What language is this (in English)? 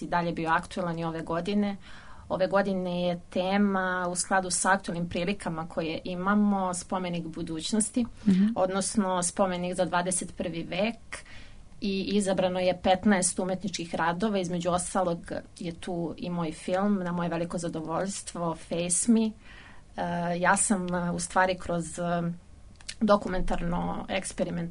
Serbian